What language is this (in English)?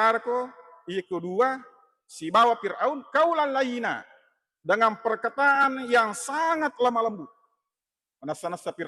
Buginese